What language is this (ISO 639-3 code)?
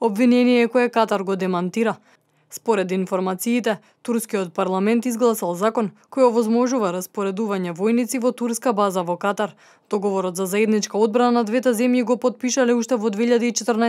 mkd